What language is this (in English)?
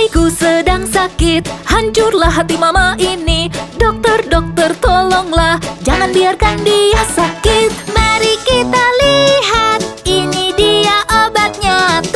Indonesian